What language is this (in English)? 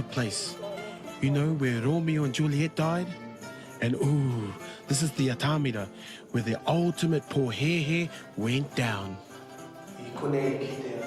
Māori